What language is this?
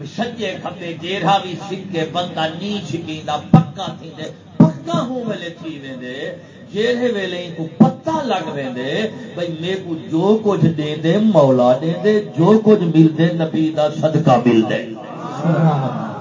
Saraiki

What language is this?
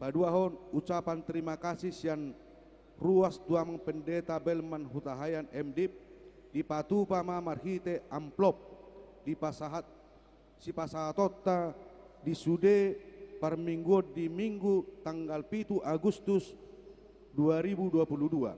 Batak Toba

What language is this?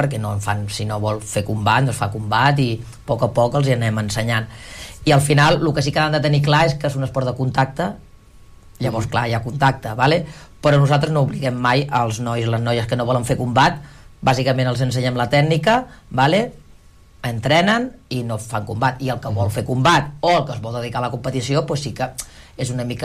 Catalan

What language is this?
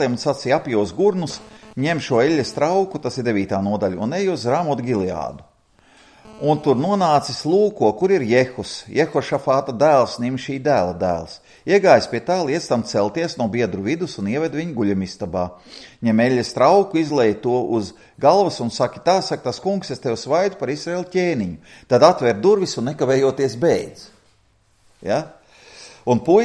Latvian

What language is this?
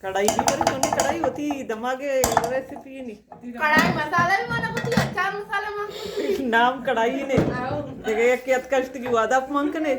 Baluchi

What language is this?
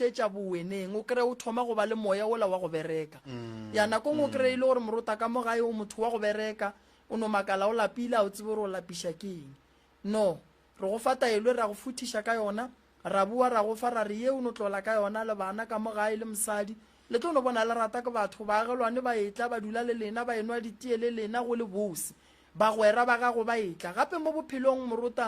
Northern Sotho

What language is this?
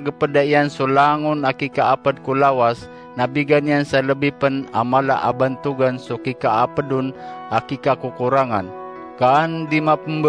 Maranao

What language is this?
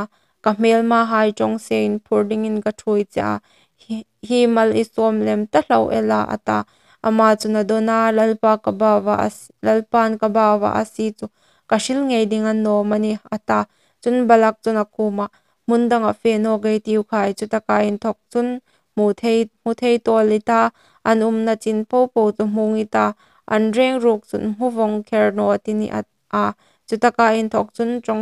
Hmar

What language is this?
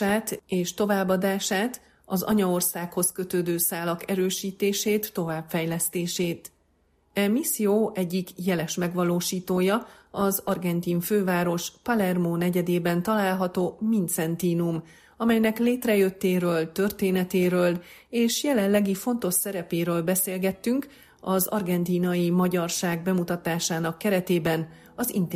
Hungarian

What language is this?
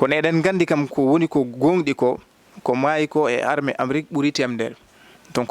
Fula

